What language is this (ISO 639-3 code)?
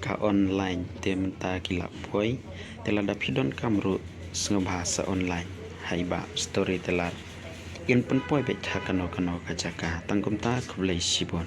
kha